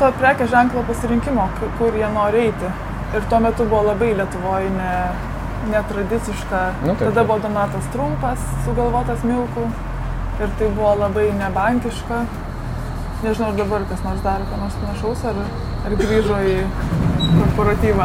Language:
Lithuanian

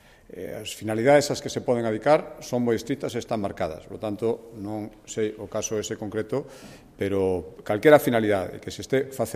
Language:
Galician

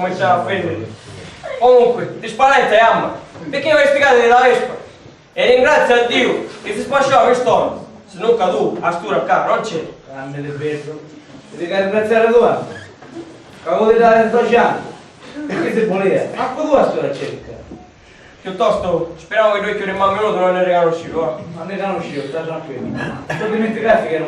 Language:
Sicilian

